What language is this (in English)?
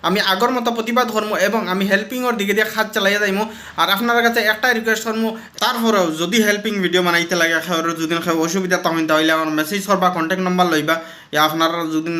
Sylheti